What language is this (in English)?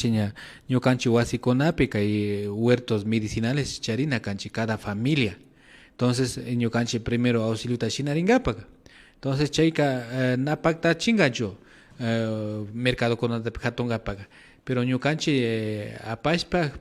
Imbabura Highland Quichua